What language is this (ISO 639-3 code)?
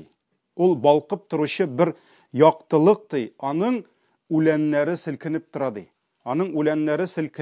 tat